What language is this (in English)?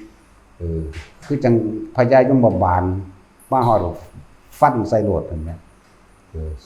Northeastern Thai